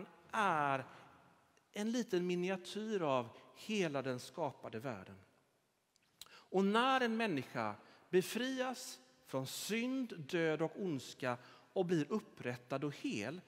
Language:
Swedish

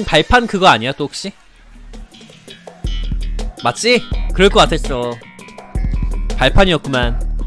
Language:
Korean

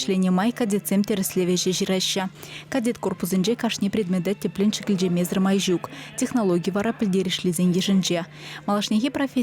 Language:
Chuvash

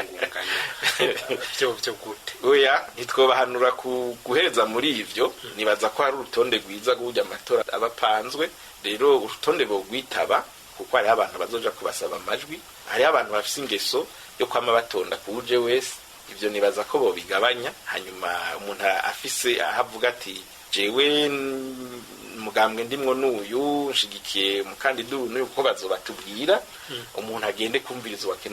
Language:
Rundi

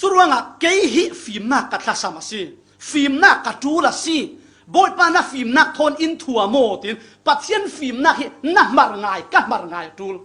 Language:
Falam Chin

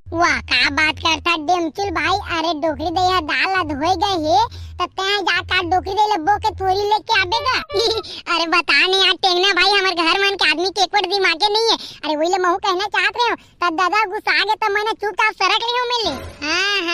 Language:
Chhattisgarhi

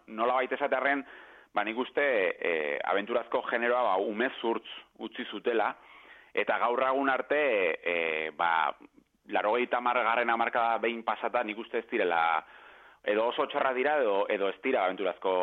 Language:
Basque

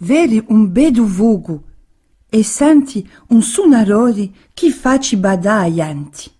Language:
Corsican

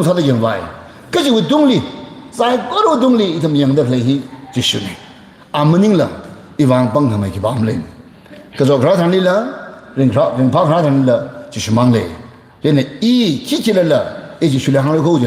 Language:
Tangkhul Naga (India)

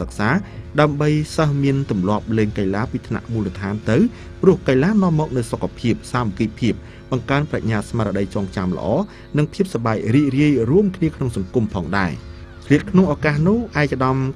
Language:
Khmer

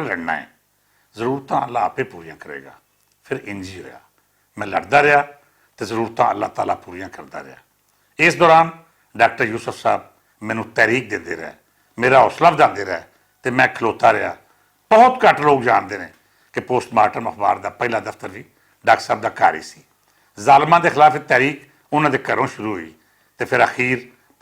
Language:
Western Panjabi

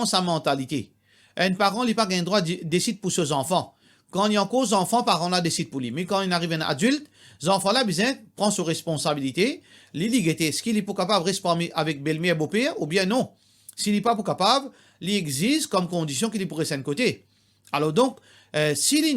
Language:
Morisyen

